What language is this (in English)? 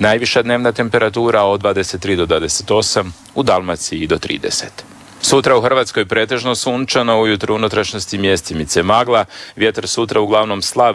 Croatian